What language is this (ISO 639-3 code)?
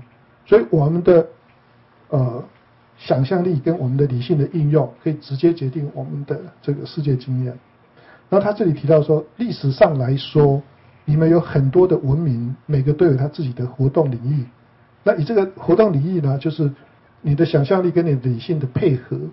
zho